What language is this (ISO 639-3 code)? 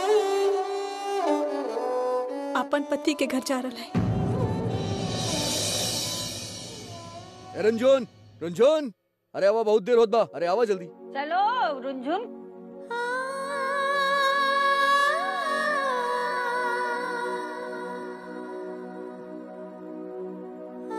bho